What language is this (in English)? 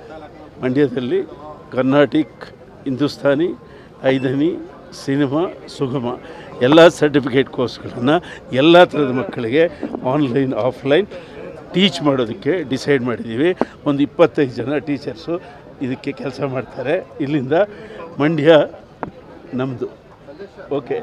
Kannada